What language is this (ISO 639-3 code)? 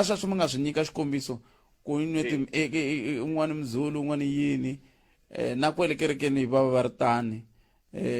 tso